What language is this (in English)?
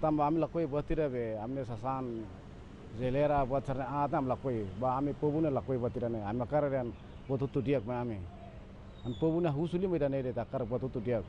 Tetum